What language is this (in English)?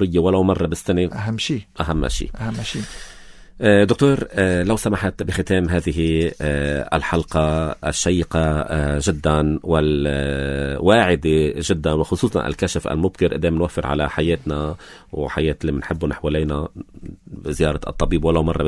North Levantine Arabic